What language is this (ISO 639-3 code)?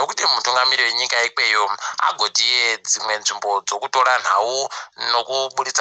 ndc